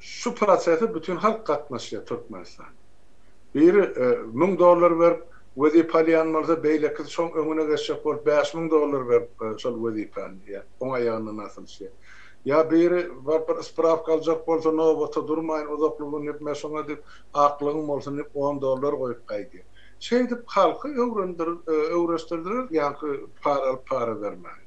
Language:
Turkmen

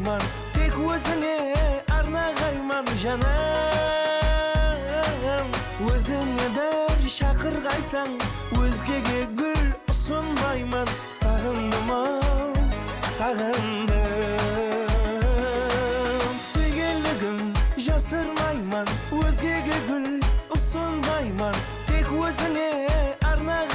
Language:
Kara-Kalpak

